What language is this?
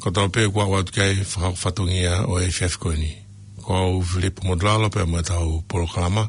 Tongan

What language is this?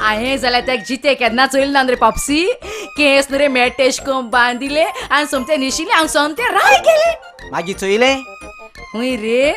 Konkani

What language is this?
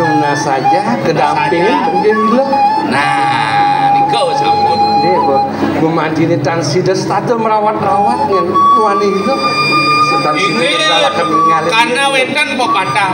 Balinese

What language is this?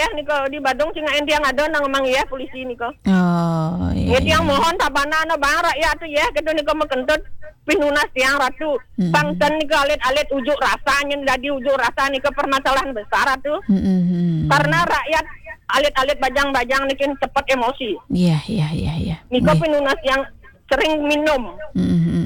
Balinese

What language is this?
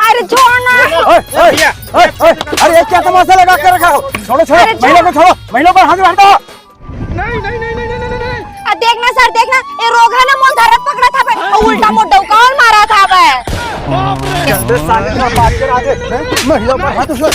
Chhattisgarhi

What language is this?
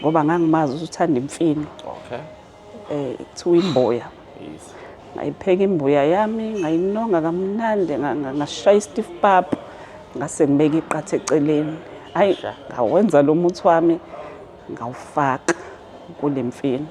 Zulu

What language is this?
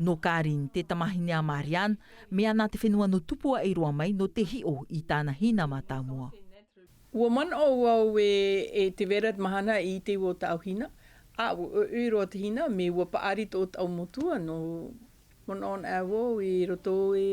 Tahitian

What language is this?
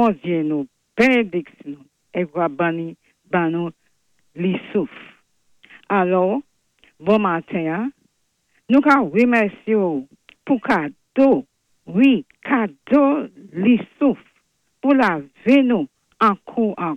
Saint Lucian Creole French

